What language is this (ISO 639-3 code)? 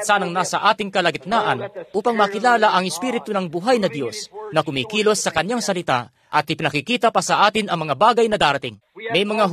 fil